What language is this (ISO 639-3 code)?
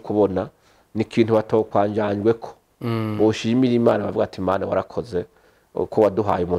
run